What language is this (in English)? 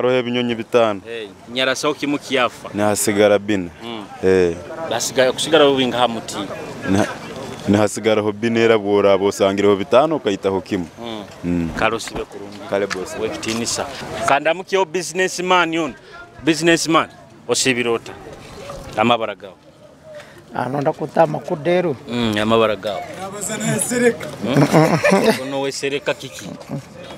Nyoro